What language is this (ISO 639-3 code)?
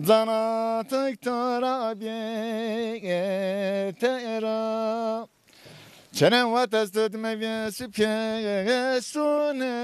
zza